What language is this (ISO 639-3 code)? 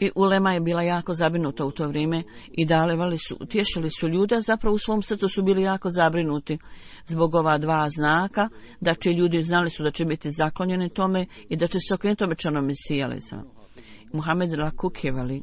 bos